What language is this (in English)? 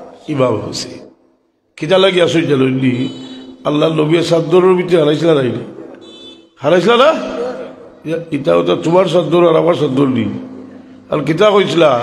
Sylheti